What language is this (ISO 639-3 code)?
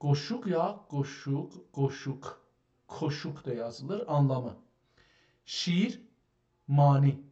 azb